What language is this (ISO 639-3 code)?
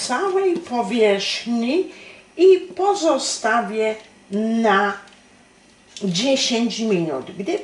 pol